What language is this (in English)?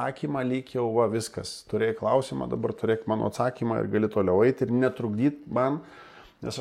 Lithuanian